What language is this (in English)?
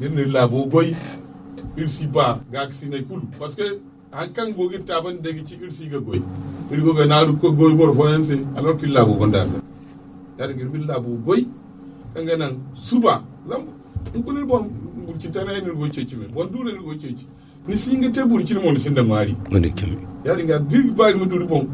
Zarma